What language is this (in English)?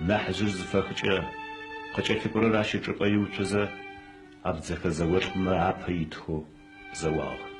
Adyghe